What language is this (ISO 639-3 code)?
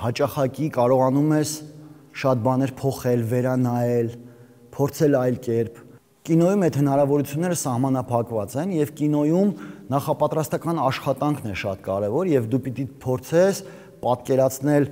hye